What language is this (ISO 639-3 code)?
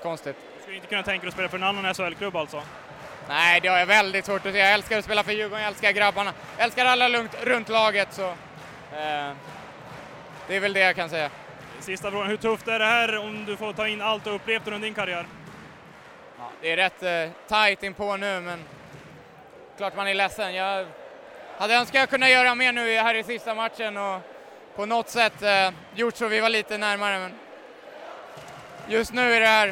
swe